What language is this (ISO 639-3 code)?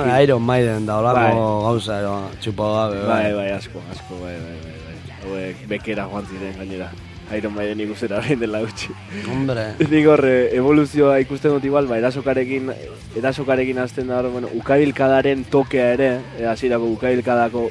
eus